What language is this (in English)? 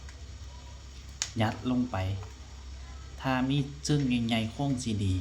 Lao